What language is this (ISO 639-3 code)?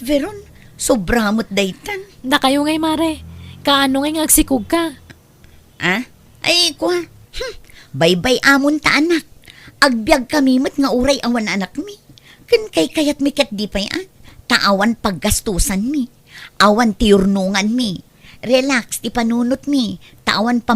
ilo